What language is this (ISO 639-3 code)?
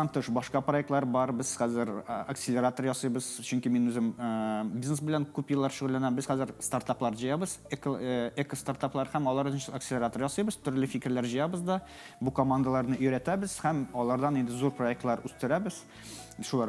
tat